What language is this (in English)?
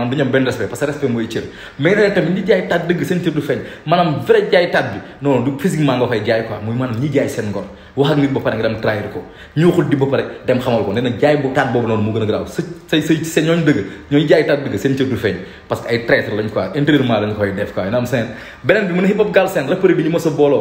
Wolof